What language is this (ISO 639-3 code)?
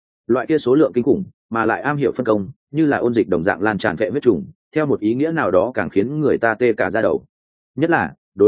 vie